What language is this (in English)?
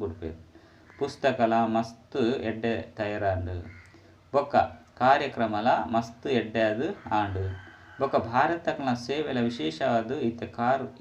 Tulu